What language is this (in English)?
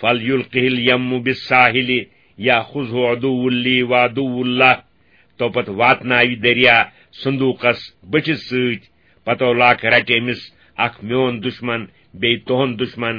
Kashmiri